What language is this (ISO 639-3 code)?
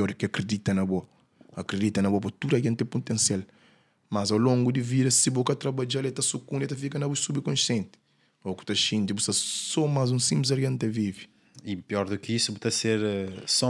kea